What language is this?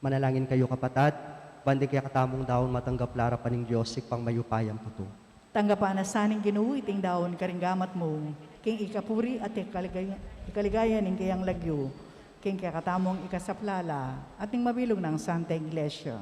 Pampanga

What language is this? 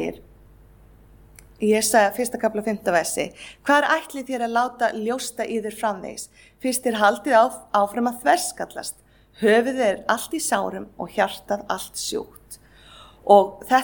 Icelandic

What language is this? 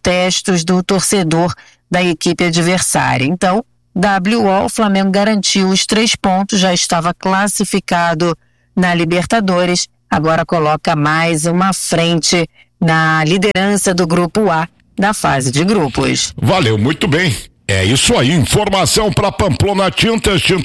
Portuguese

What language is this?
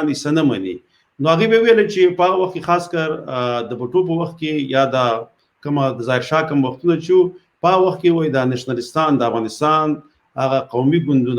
Pashto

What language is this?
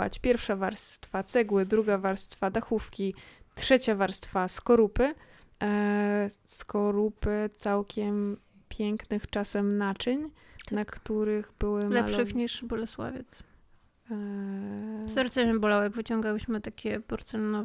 Polish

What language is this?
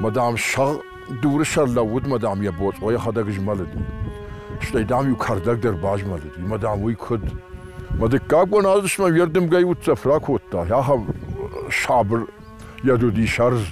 Ossetic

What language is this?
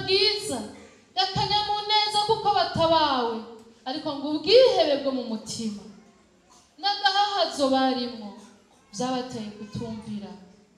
Rundi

